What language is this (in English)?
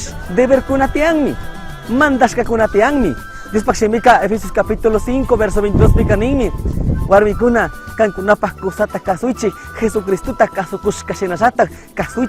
Chimborazo Highland Quichua